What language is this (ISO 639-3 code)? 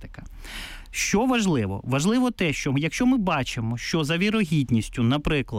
ukr